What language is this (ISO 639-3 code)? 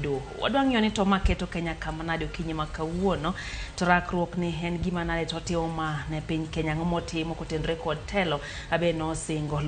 luo